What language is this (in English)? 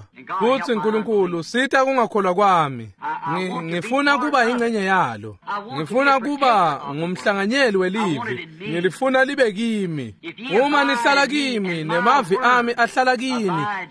Swati